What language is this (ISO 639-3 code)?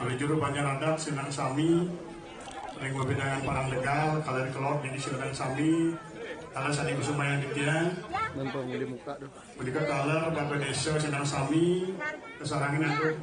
ban